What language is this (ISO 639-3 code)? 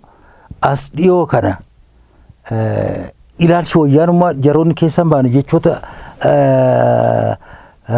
orm